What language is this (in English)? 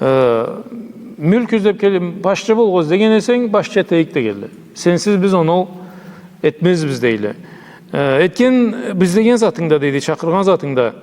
Karachay-Balkar